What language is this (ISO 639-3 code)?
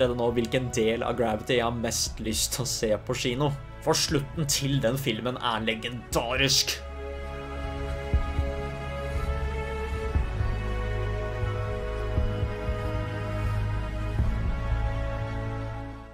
nor